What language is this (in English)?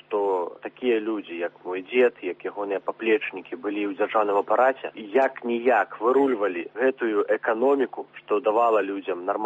Belarusian